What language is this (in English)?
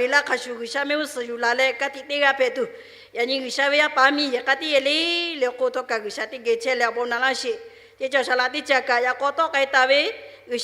Lahu